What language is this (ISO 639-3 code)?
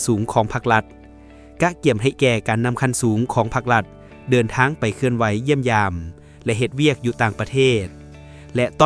lao